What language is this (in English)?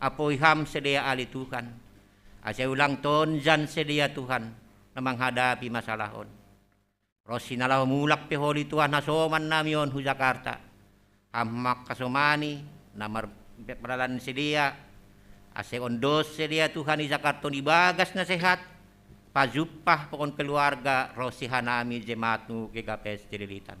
Batak Simalungun